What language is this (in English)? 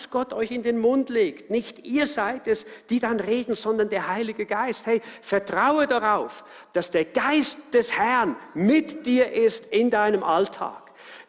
Swiss German